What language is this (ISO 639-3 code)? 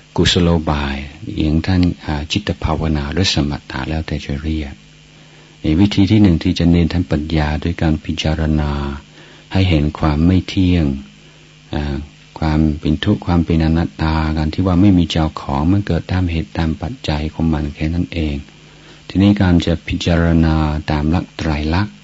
tha